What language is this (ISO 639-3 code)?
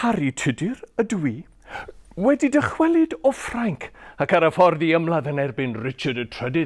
cym